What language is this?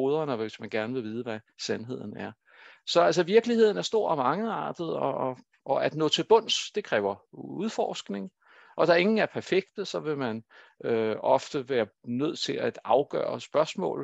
Danish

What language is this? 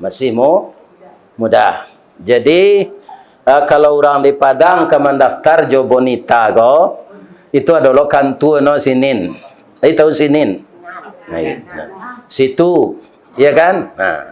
Minangkabau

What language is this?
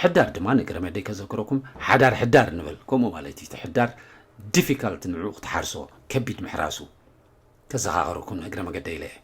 Tigrinya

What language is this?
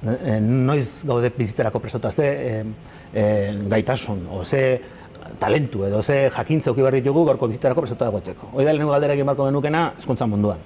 Basque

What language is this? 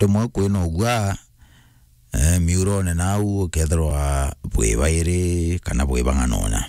Meru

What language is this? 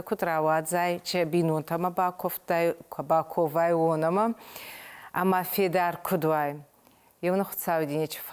Ossetic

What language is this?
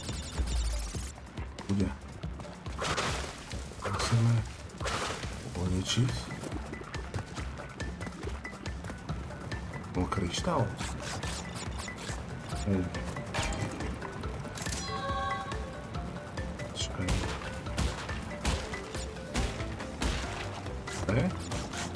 Slovak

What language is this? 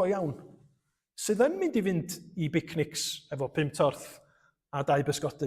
Welsh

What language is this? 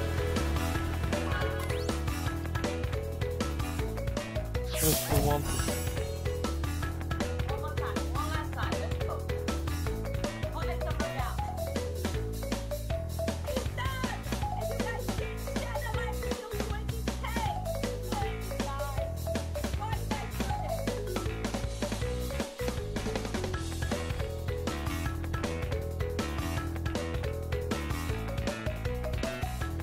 English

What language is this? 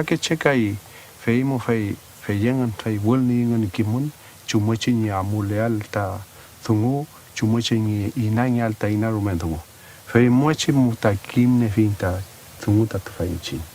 Mapuche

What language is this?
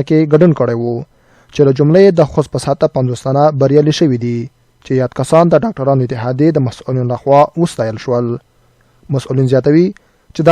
Pashto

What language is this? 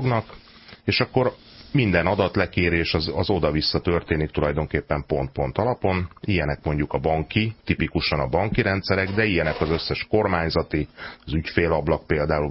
Hungarian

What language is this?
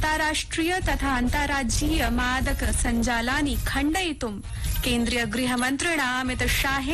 Sanskrit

